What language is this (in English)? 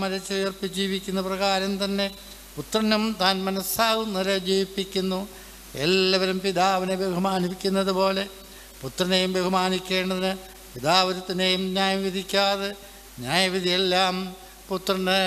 Malayalam